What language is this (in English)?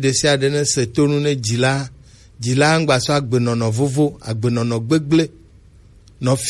Gen